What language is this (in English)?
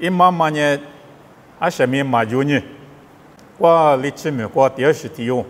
Lisu